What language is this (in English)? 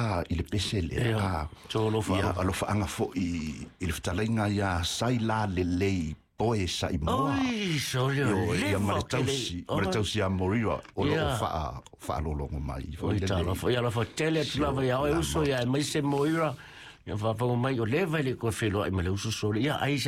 Samoan